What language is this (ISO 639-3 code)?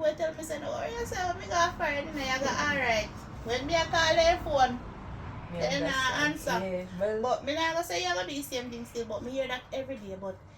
jam